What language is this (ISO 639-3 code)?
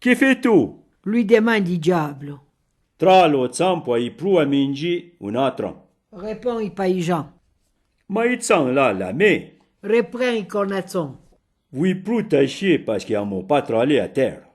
frp